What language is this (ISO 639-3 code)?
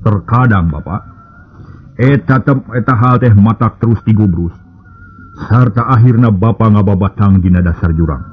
sun